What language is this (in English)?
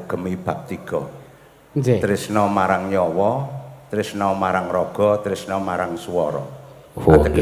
Javanese